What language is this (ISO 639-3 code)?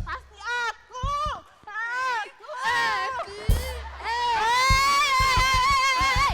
mui